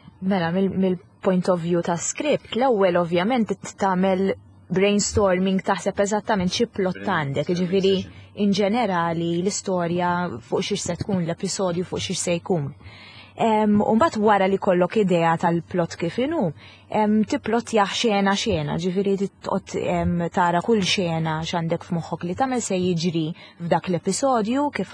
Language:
Maltese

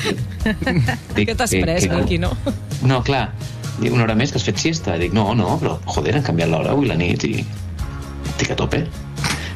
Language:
Catalan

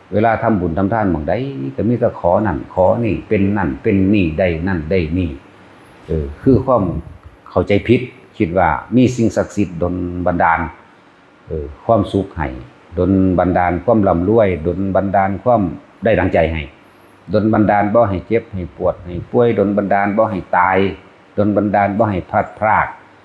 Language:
Northeastern Thai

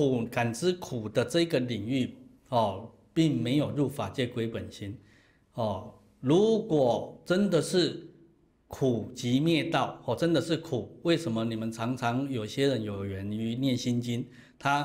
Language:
Chinese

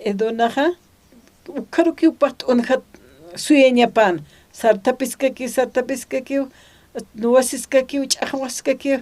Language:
Aymara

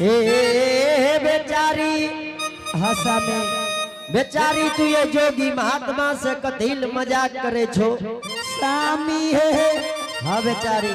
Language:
Angika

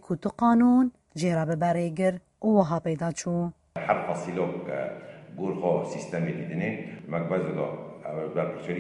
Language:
Kurdish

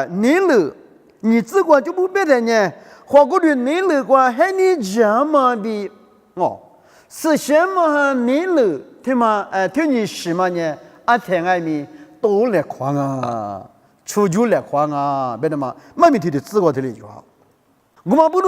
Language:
Lisu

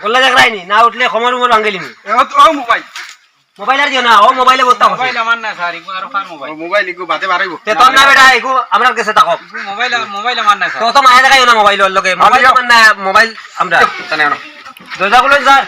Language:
Sylheti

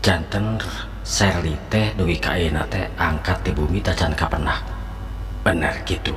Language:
Sundanese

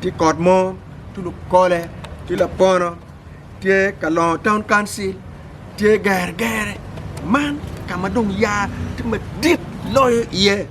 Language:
Acoli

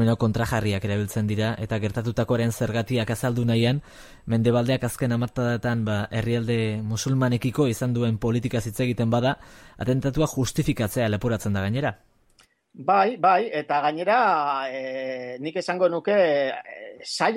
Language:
Basque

